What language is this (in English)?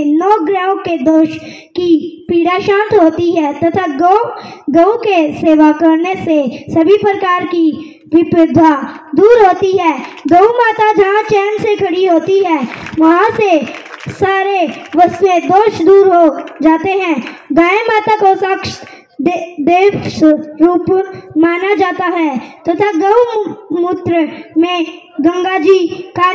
Hindi